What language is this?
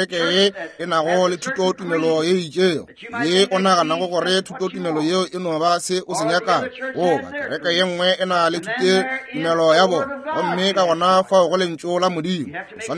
Northern Sotho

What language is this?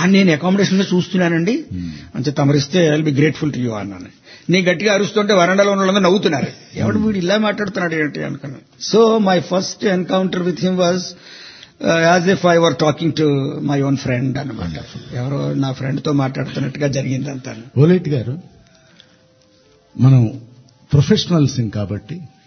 Telugu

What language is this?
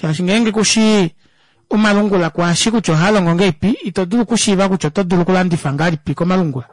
Kuanyama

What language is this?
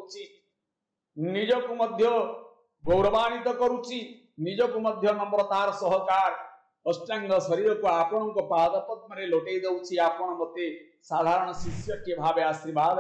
Odia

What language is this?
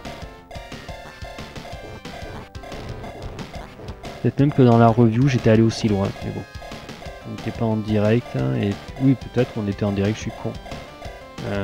French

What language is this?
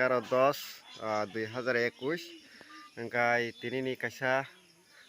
Kok Borok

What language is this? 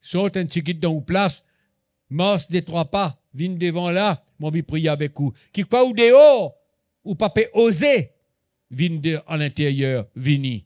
Morisyen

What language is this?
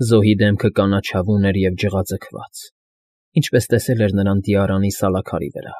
Armenian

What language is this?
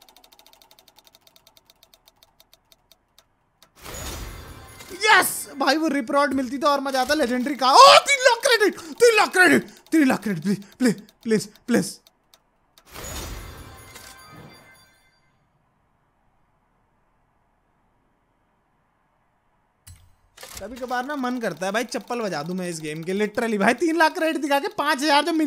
Hindi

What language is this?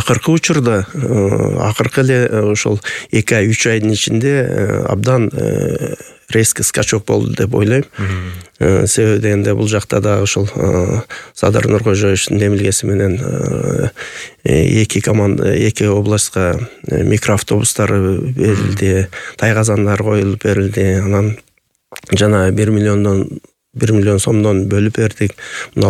Kyrgyz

